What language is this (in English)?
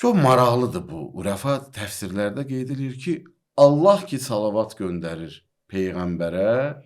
Azerbaijani